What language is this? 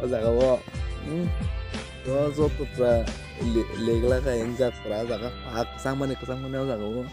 Kok Borok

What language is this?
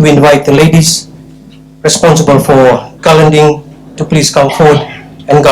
Fijian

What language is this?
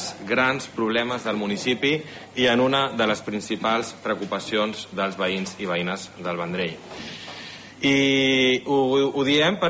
Catalan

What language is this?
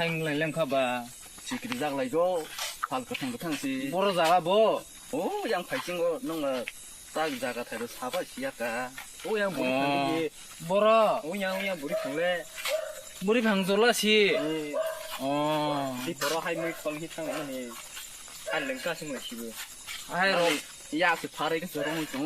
Kok Borok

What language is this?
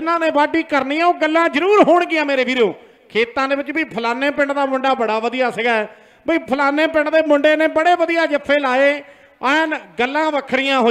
Punjabi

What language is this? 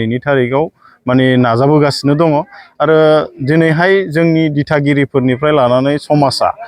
Bodo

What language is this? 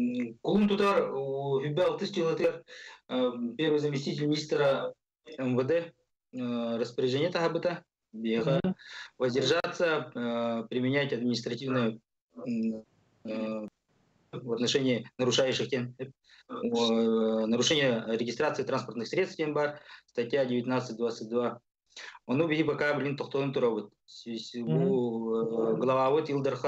Yakut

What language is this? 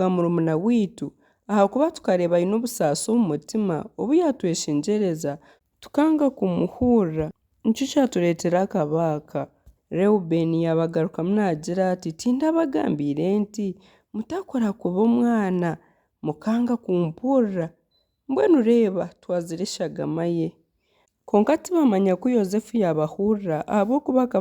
Nyankole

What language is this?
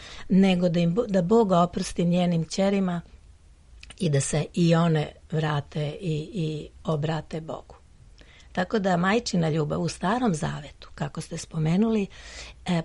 Serbian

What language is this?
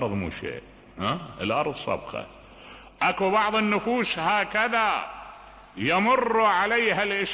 Mesopotamian Arabic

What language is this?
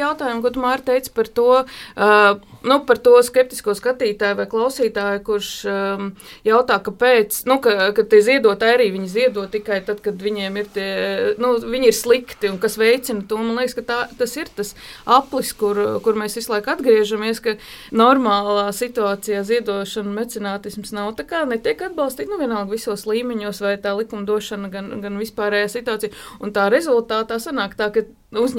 Latvian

